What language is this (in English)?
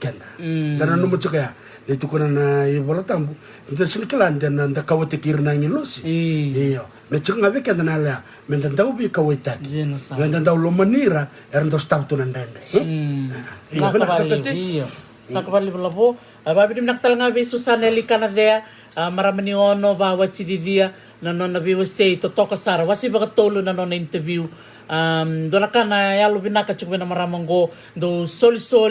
Fijian